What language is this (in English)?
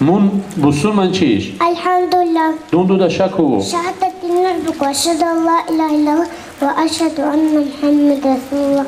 Avaric